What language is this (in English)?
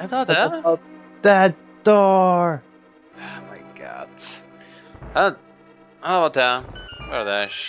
Faroese